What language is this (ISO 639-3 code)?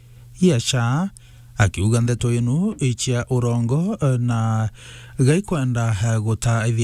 mer